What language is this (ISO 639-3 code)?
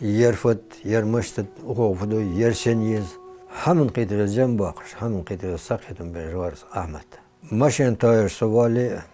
inh